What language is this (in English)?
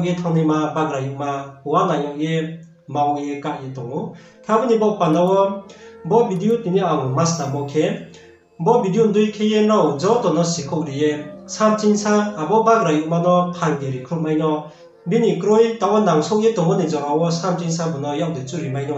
Riang (India)